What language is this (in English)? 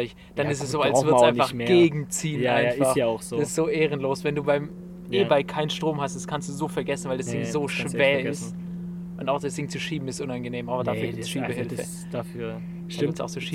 German